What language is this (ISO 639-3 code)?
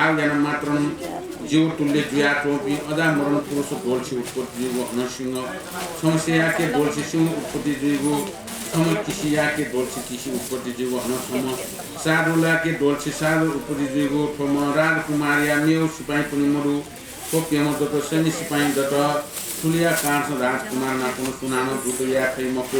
new